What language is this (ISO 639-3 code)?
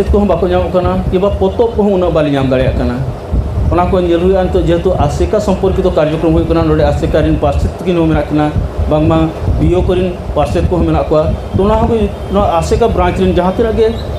sat